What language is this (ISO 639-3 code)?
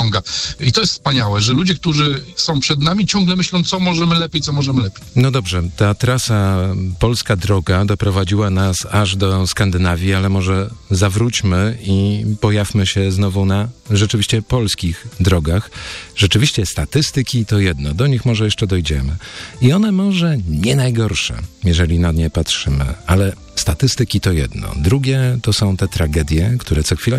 pol